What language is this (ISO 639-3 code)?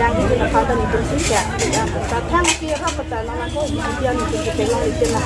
mjw